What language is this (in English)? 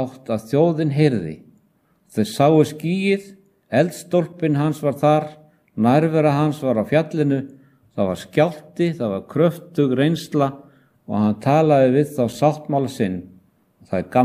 Icelandic